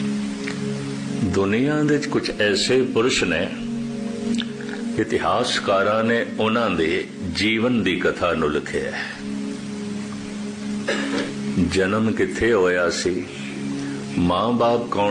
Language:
Punjabi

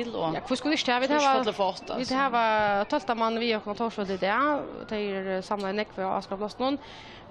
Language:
Faroese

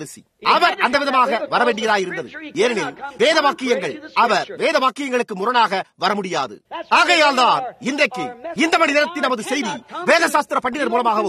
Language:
Tamil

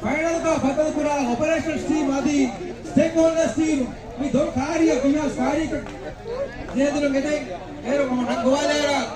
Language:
Divehi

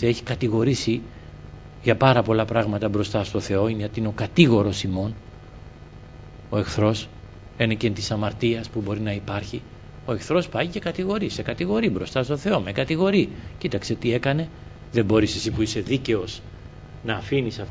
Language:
Greek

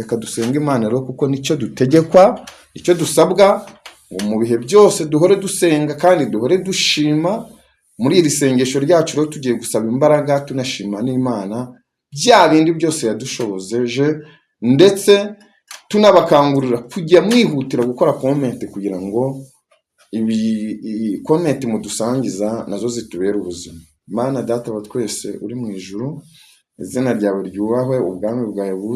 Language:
Kinyarwanda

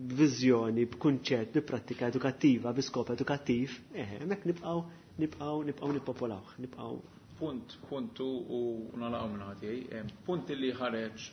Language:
Maltese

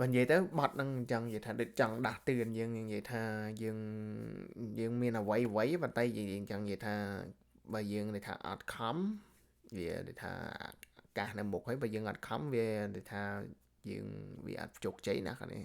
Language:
Khmer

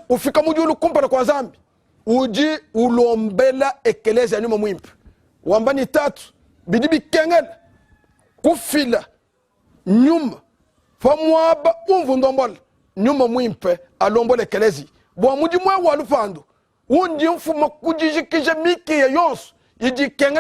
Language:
Luba-Lulua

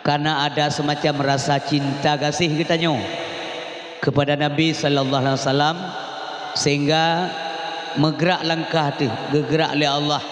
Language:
Achinese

